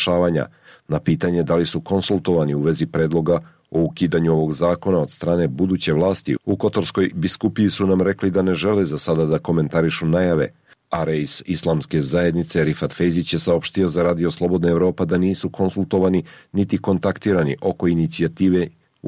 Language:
Serbian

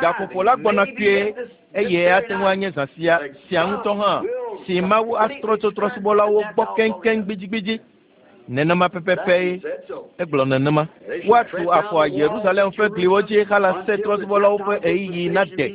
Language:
Ewe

